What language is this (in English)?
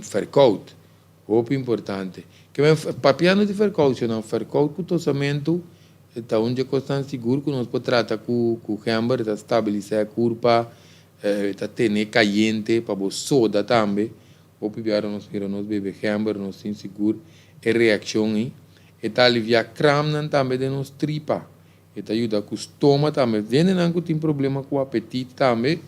Papiamento